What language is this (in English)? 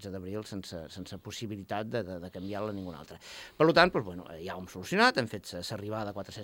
Catalan